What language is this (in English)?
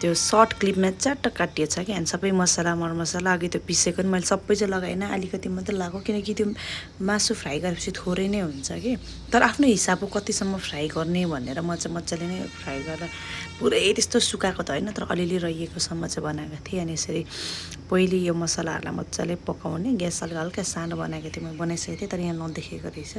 Nepali